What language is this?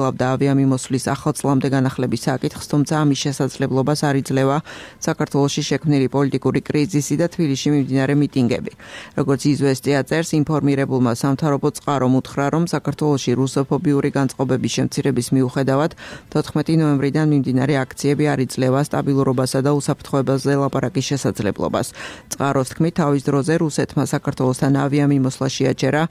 Georgian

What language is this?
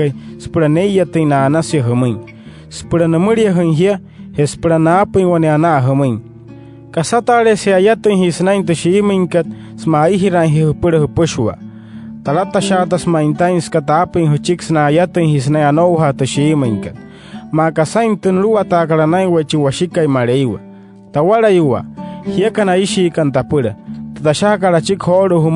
Wayuu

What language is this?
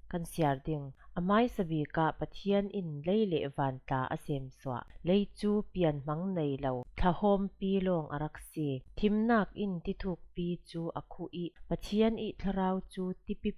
Falam Chin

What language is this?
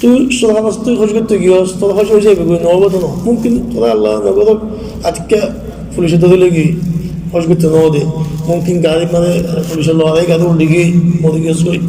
Rohingya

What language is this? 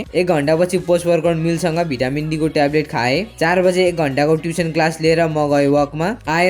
Nepali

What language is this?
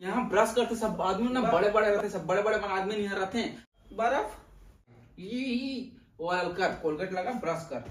Chhattisgarhi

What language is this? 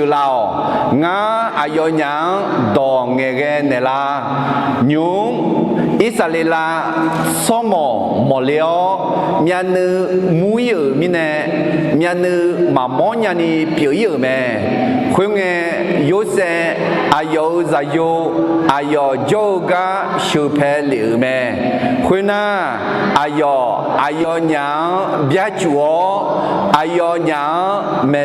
Akha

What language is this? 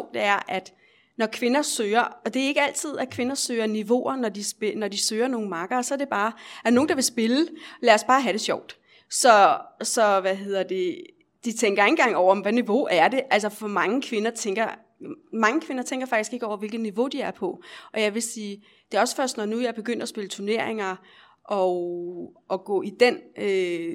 Danish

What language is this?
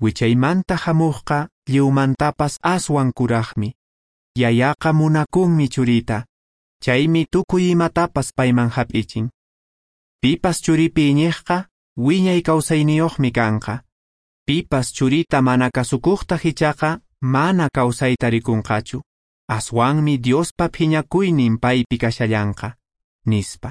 Quechua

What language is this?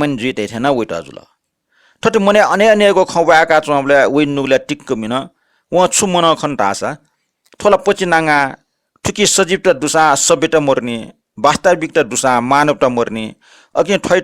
Newari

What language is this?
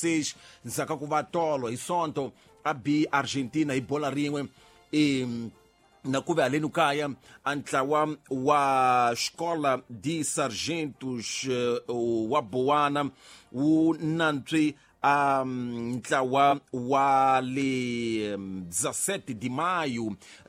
Tsonga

